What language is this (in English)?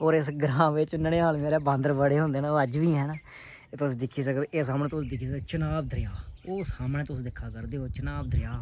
Dogri